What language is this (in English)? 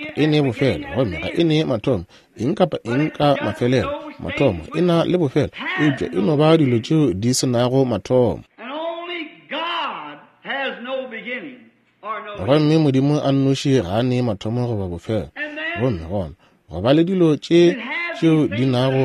Northern Sotho